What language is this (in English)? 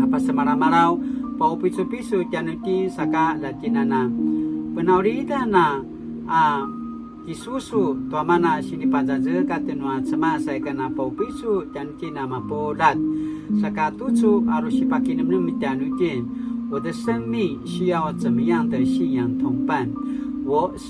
Paiwan